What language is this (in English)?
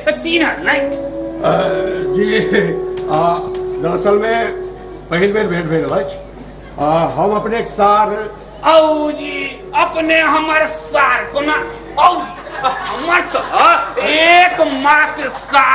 Maithili